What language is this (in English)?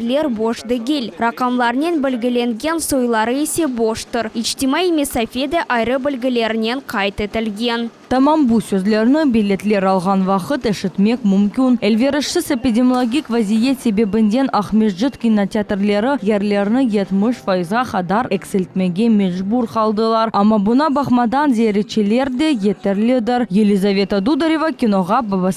Crimean Tatar